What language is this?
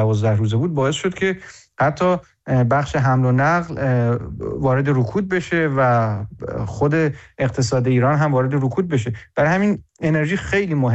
Persian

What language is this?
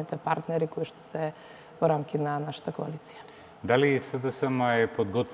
Macedonian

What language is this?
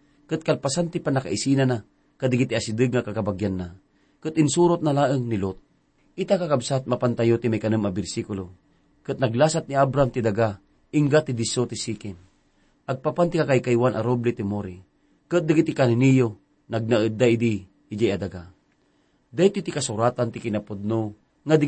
Iloko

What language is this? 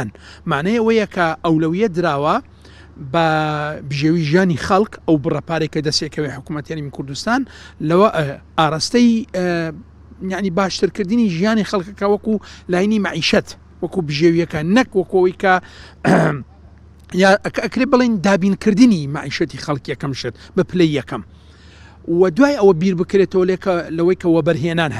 Central Kurdish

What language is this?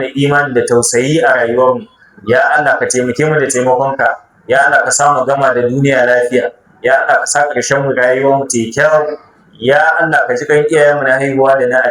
Hausa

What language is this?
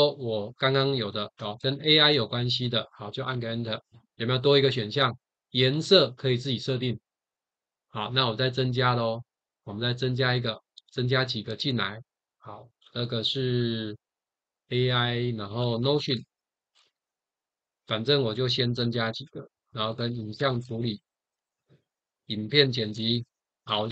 Chinese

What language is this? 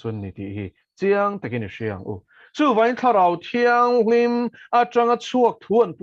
Mizo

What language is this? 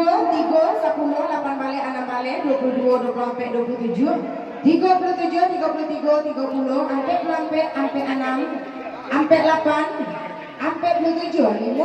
Minangkabau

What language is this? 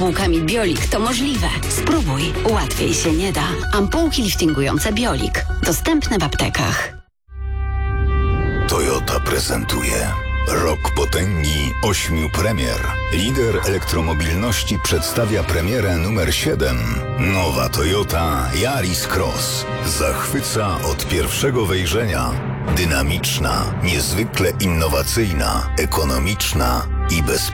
Polish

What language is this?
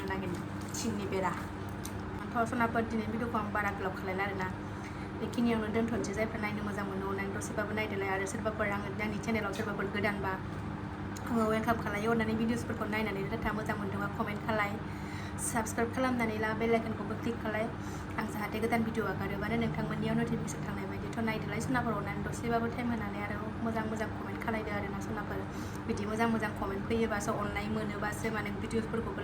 Bodo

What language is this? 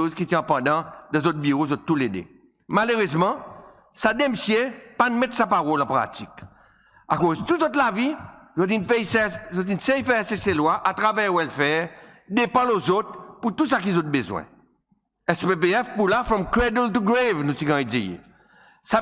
Seselwa Creole French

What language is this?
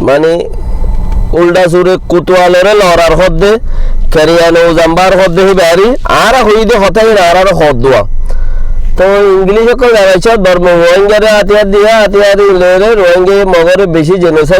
Rohingya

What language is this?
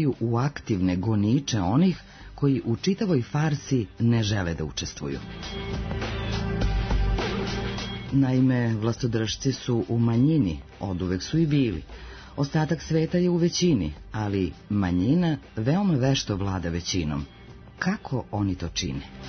Serbian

